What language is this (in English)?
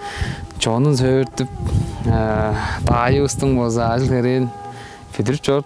Tuvinian